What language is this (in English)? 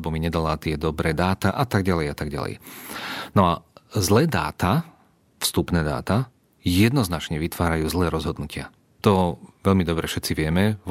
Slovak